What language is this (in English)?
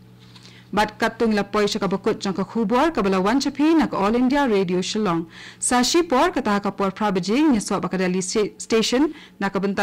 Khasi